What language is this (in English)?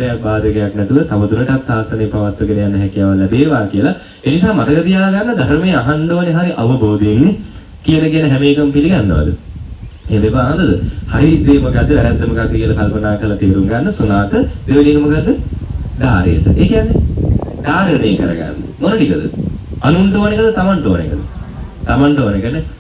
Sinhala